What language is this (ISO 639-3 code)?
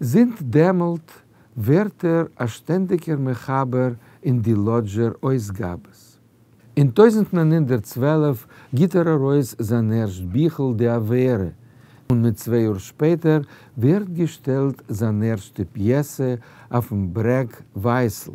yid